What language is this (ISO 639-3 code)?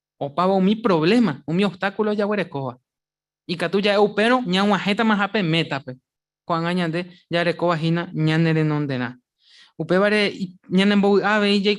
grn